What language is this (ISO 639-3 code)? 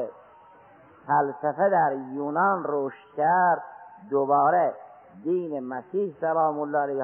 fas